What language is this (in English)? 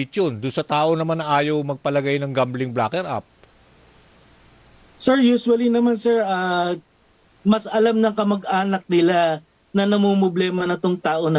Filipino